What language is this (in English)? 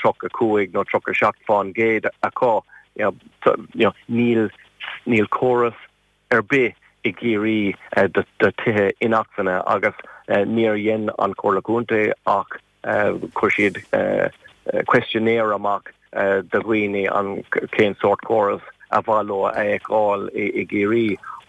Irish